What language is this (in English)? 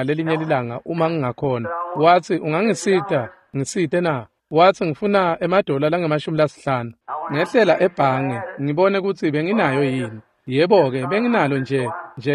Swati